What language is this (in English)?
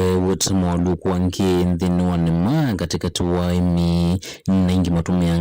Kamba